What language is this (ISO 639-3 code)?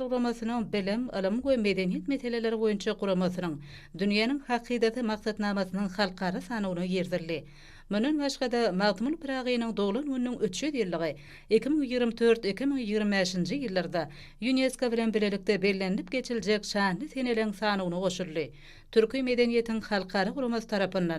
tuk